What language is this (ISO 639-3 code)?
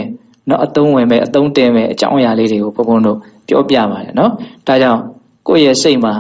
mya